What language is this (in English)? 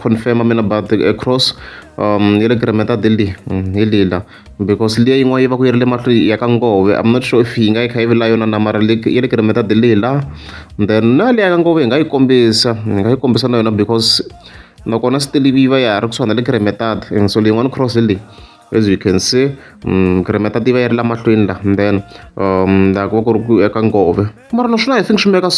Tsonga